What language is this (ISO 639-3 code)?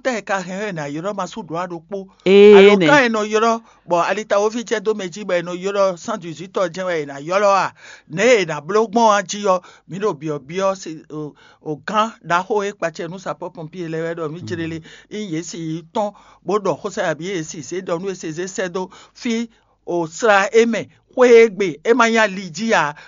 fon